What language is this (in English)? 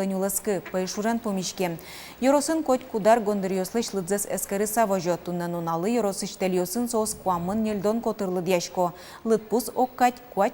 Udmurt